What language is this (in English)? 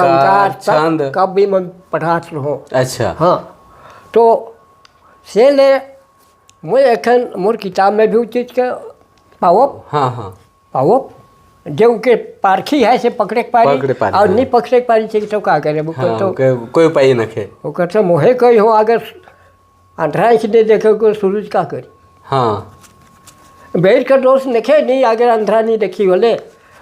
Sadri